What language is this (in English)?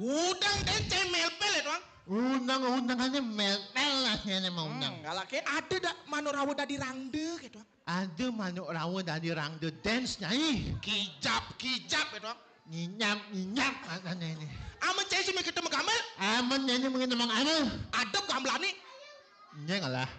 Balinese